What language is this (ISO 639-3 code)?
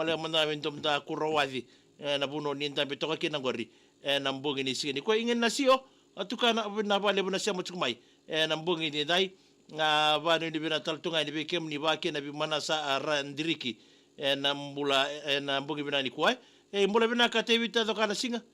fij